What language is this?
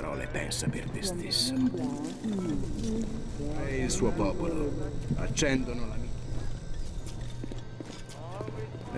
Italian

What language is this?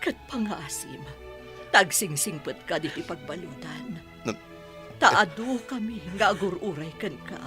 Iloko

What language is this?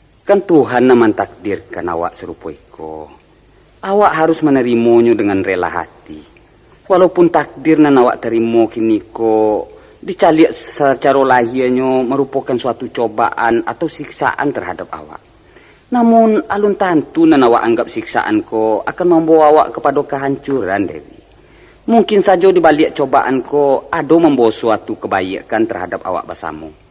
Minangkabau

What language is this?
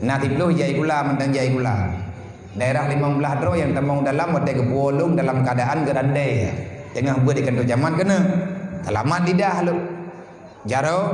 Achinese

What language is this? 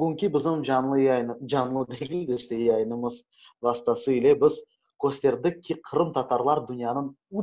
Crimean Tatar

